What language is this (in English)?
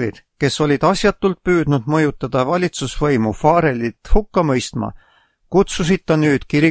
Estonian